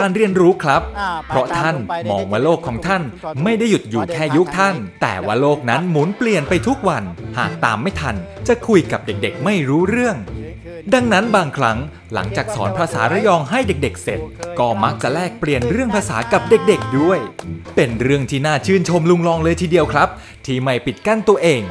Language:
Thai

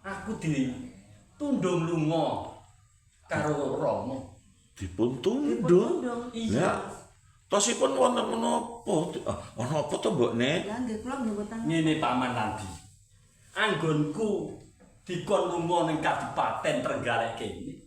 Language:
Javanese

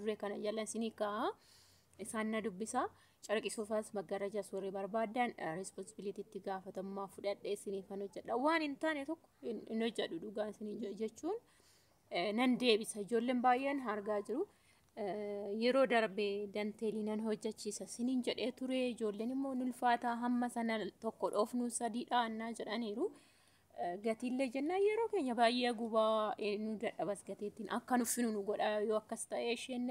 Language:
Oromo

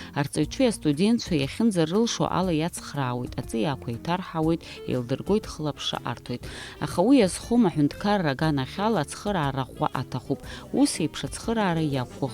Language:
Abkhazian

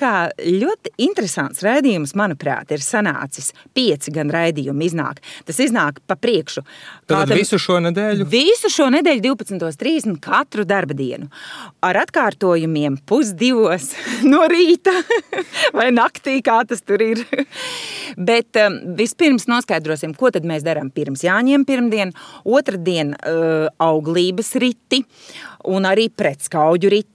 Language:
Latvian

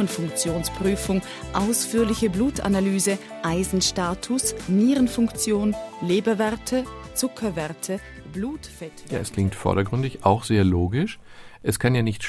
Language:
German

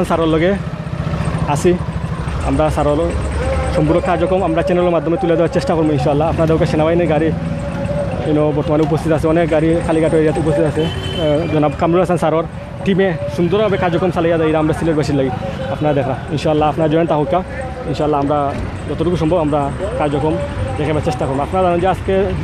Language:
Sylheti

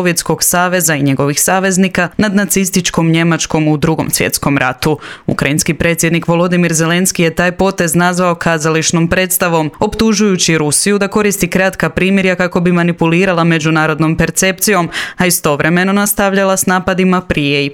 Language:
Croatian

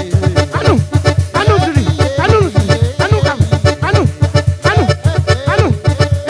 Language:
Réunion Creole French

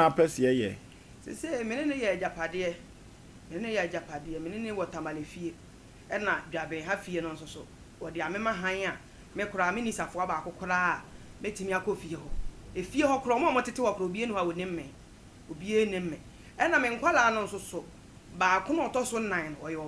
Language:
Akan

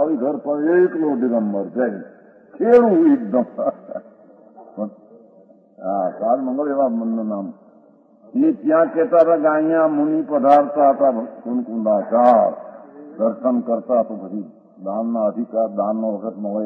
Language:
Gujarati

